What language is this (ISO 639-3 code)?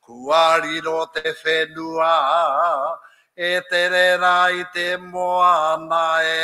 mri